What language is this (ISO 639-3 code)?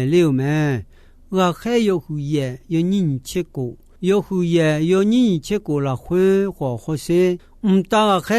ahk